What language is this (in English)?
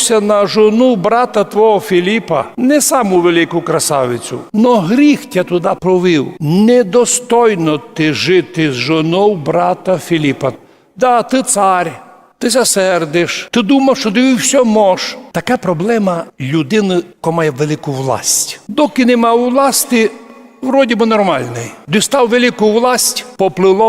Rusyn